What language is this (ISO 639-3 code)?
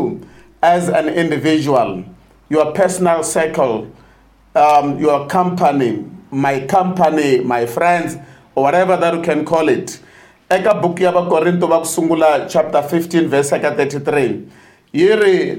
tso